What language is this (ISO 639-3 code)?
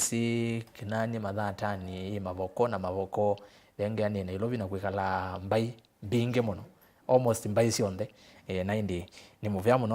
kam